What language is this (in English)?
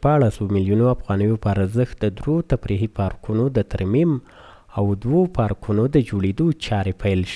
Pashto